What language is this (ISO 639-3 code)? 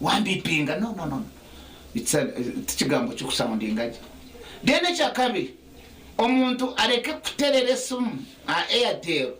nyn